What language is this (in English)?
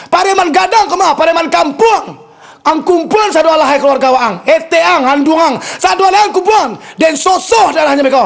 Minangkabau